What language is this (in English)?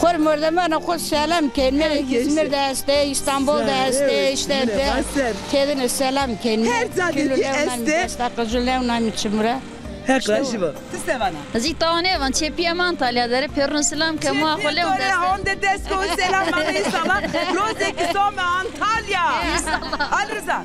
Zaza